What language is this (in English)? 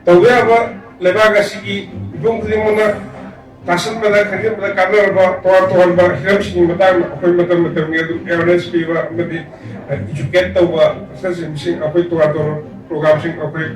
Manipuri